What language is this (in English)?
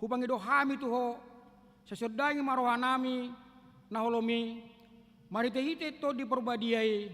Batak Toba